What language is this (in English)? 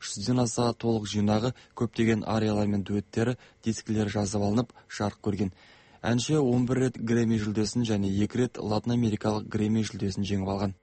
Kazakh